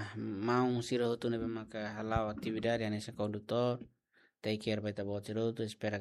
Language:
Tetum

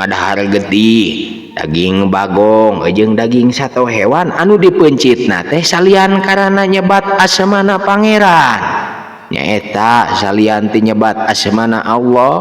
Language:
Sundanese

